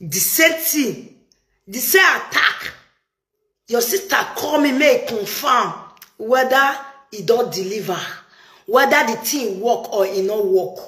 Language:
Nigerian Pidgin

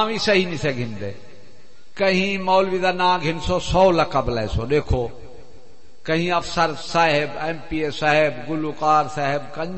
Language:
Saraiki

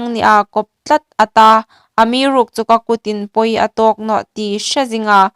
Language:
Hmar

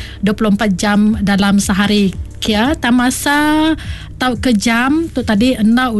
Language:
Iban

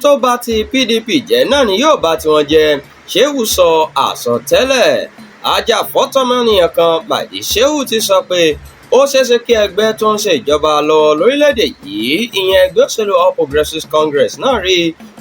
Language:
Yoruba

